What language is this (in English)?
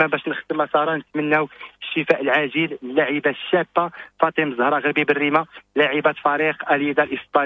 Moroccan Arabic